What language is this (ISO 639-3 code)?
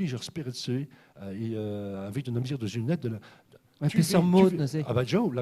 bre